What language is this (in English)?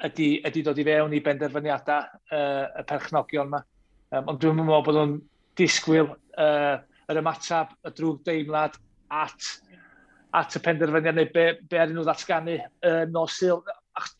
Welsh